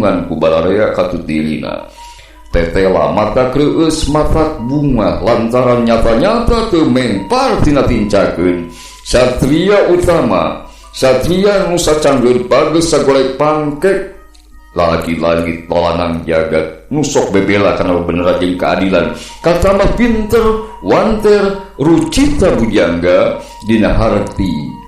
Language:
Sundanese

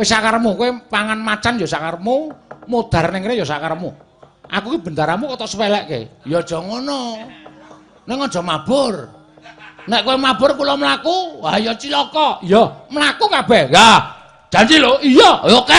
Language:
Javanese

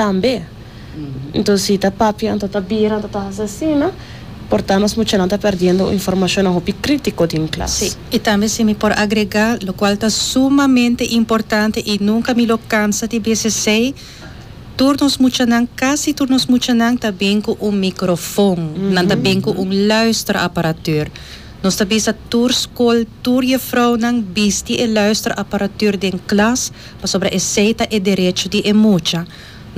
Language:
Papiamento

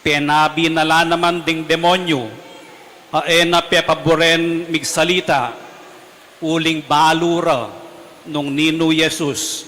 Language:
Pampanga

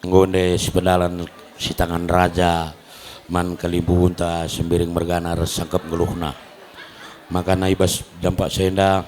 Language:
Batak Karo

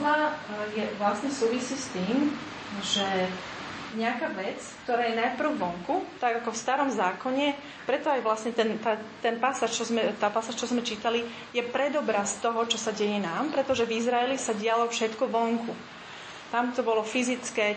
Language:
Slovak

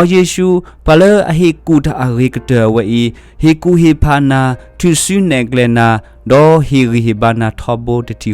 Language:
S'gaw Karen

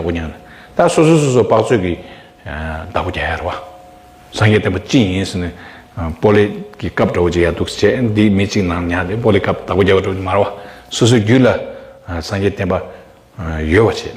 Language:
Tibetan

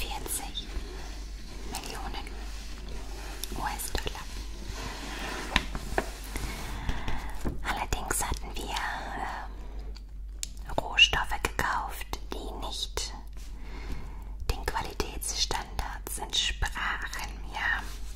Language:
German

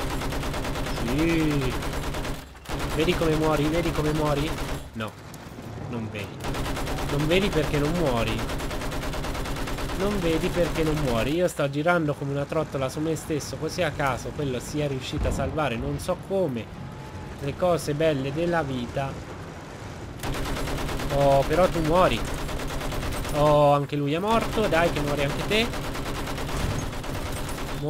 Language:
Italian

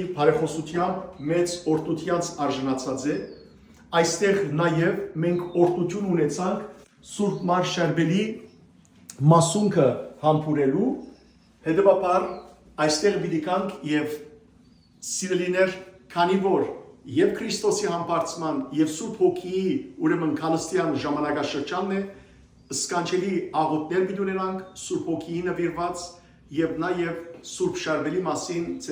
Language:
Western Armenian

